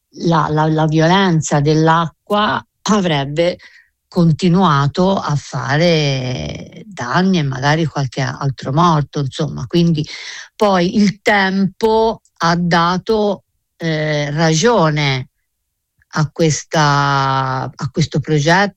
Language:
Italian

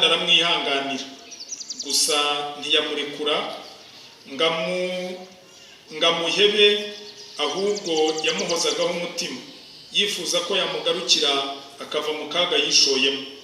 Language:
Kinyarwanda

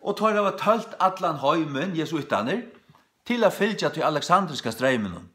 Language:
Faroese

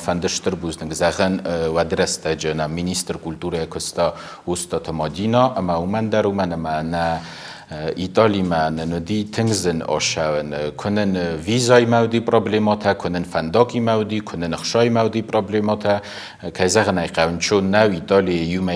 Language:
Ossetic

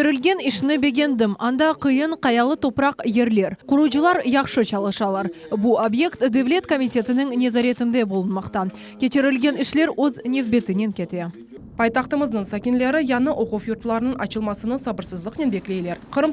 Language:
Crimean Tatar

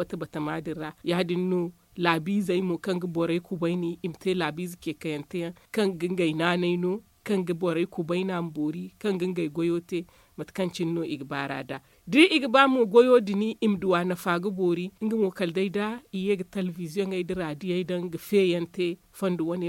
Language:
Zarma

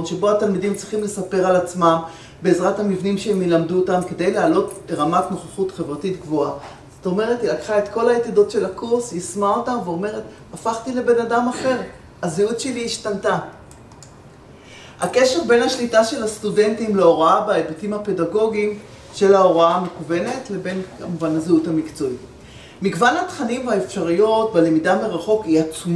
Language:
Hebrew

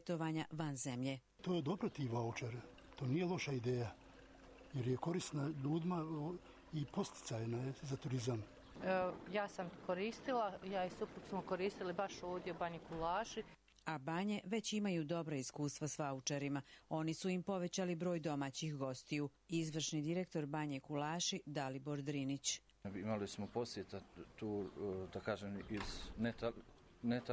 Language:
Croatian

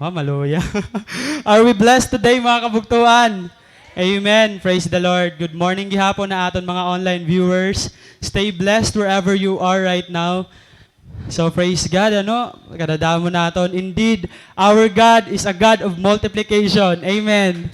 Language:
Waray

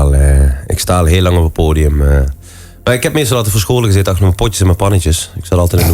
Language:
Limburgish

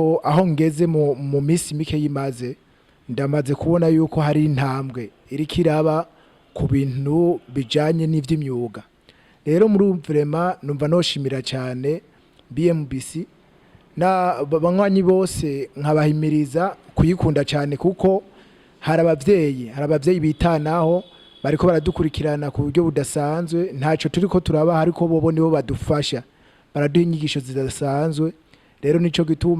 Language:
Rundi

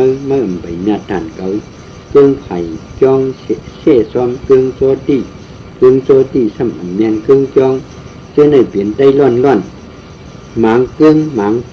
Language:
Shan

